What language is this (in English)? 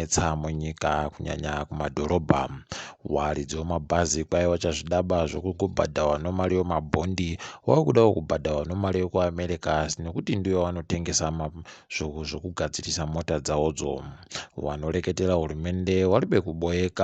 Ndau